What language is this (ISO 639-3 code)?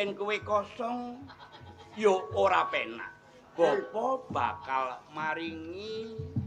jav